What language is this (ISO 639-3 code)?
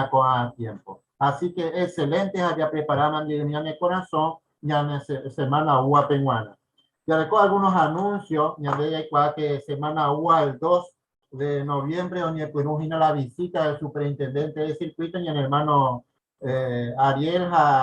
grn